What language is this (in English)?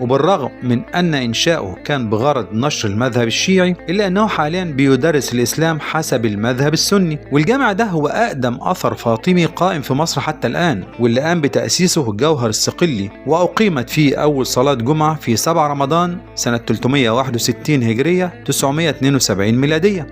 Egyptian Arabic